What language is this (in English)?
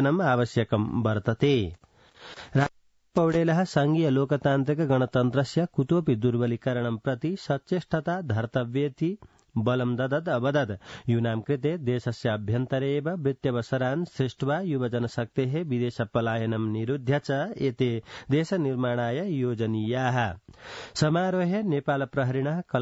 Sanskrit